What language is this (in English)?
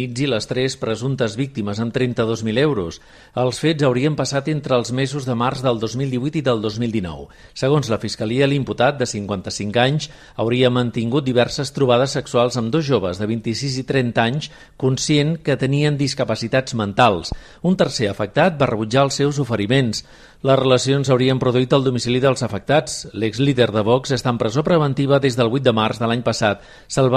Catalan